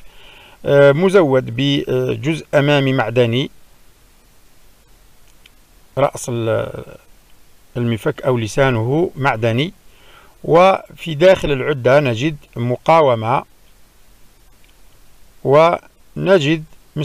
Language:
Algerian Arabic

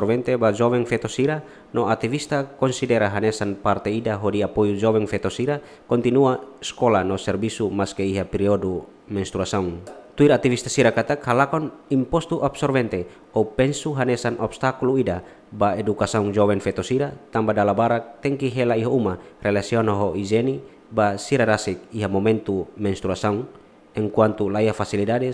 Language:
Tetum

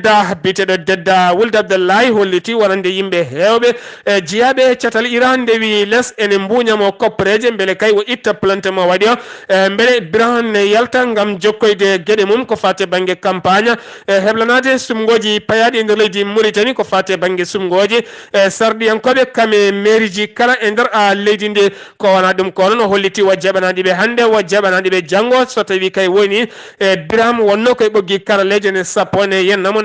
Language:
Fula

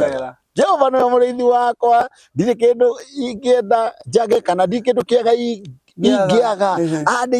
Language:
Kikuyu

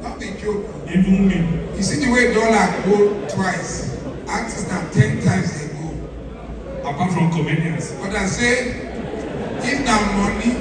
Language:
Nigerian Pidgin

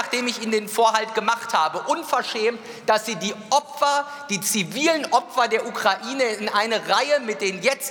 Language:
German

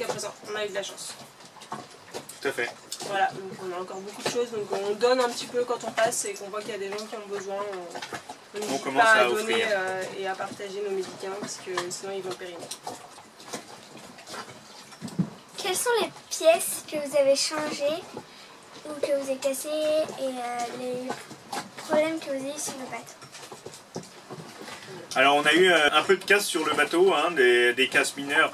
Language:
French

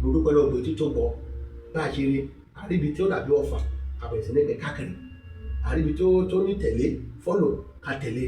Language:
Yoruba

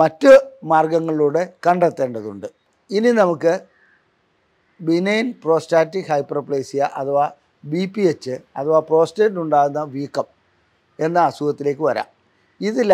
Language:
Malayalam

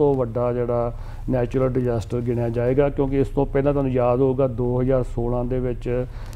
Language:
Punjabi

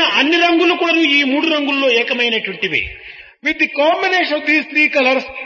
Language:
Telugu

